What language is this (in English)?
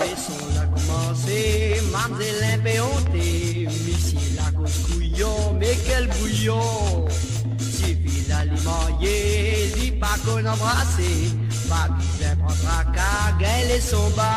Morisyen